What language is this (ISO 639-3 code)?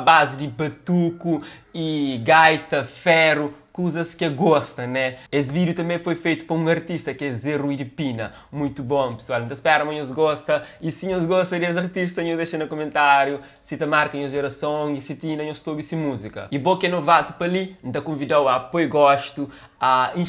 kea